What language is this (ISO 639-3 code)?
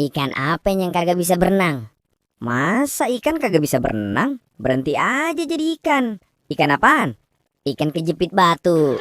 bew